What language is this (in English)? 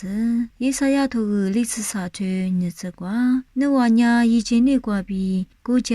Lisu